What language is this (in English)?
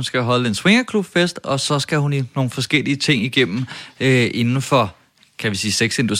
Danish